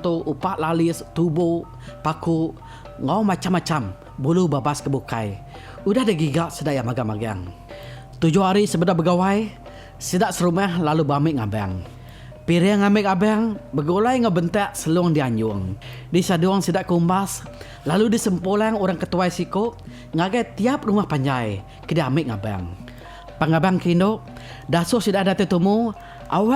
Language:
Iban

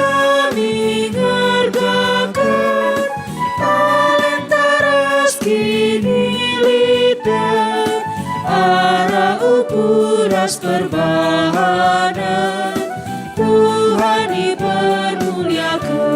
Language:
Batak Karo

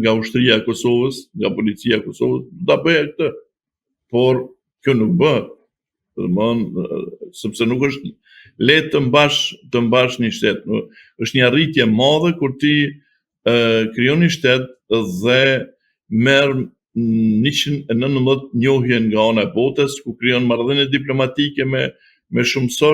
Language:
Albanian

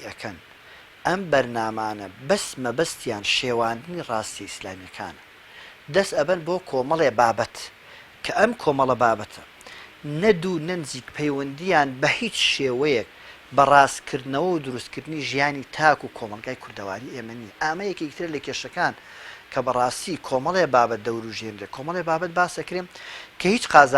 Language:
Central Kurdish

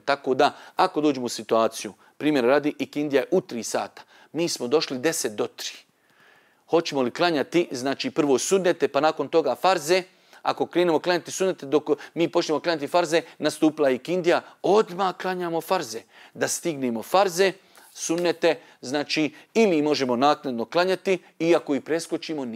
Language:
Bosnian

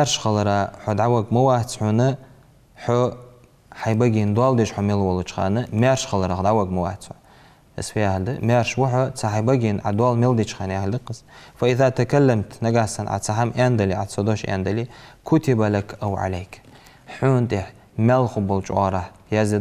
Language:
Ingush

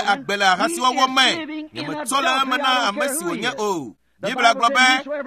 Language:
Ewe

